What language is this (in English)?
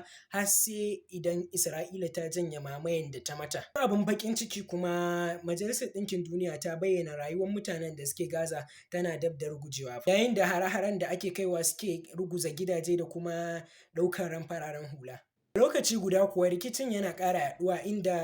Hausa